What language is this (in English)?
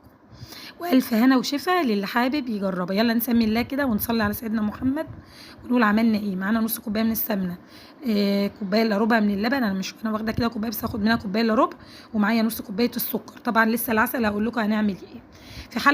Egyptian Arabic